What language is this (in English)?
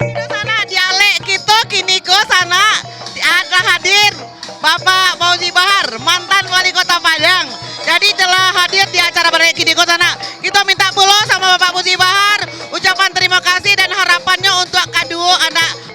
Minangkabau